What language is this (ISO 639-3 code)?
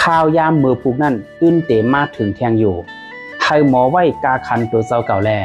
shn